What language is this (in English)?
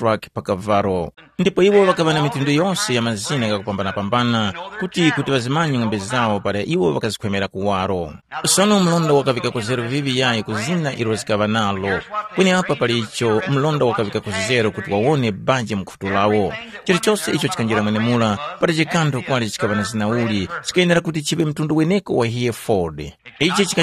Tumbuka